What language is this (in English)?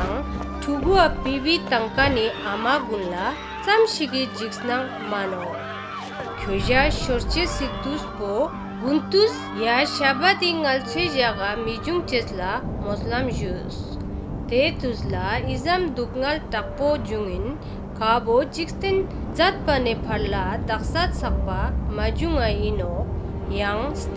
Ladakhi